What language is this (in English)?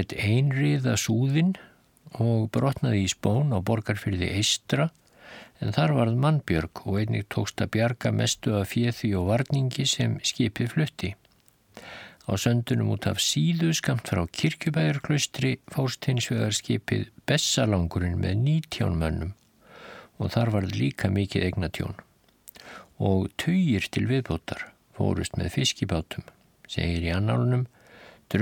Icelandic